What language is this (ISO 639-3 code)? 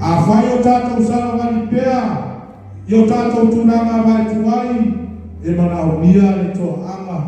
smo